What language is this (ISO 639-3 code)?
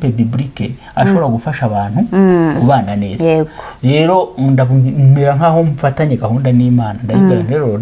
kin